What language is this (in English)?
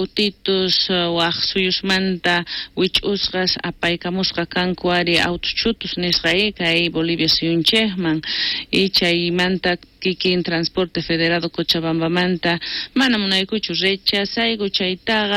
South Bolivian Quechua